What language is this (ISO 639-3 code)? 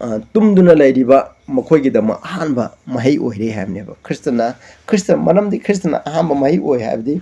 mni